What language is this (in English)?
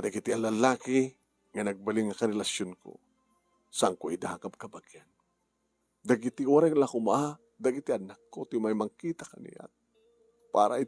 Iloko